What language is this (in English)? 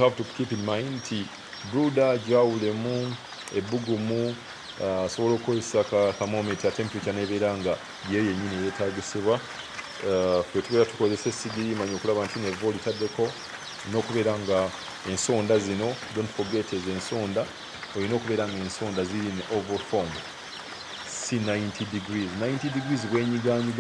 Ganda